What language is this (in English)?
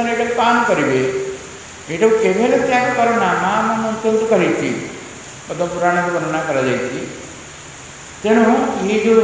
Odia